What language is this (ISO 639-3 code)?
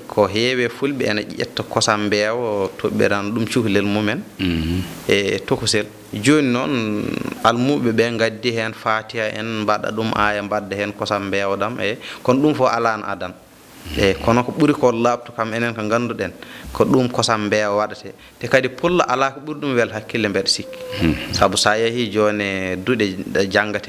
ful